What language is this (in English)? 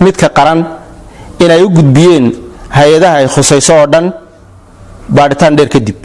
Somali